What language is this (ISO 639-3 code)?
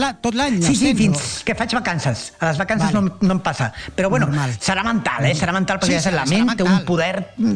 cat